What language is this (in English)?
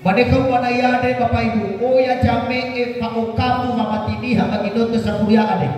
Nias